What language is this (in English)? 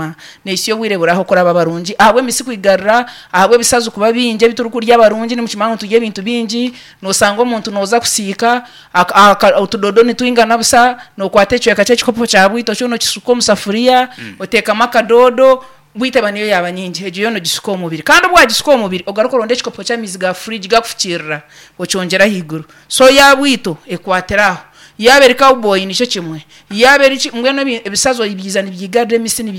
Nyankole